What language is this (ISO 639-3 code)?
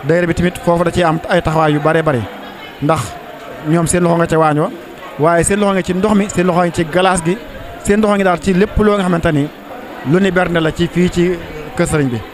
wol